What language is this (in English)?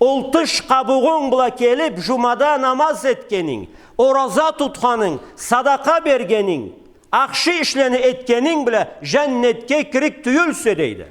Karachay-Balkar